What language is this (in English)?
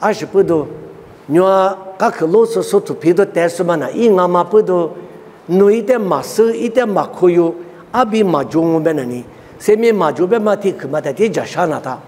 Lisu